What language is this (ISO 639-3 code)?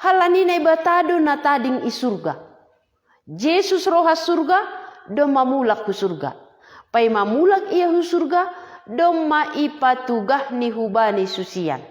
bts